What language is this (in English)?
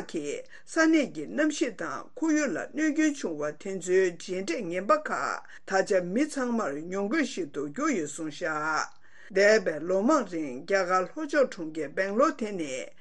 Tibetan